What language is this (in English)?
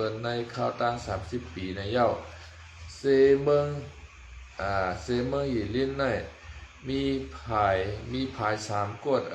Shan